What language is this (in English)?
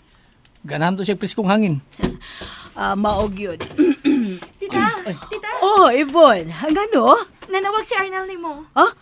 Cebuano